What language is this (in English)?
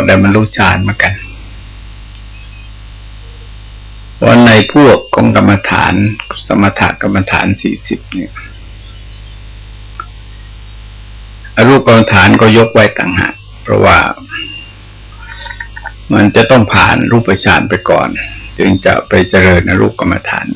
Thai